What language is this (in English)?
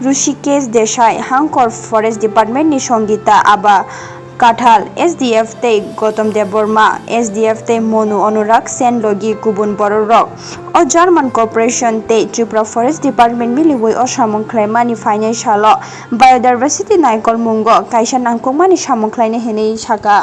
Kok Borok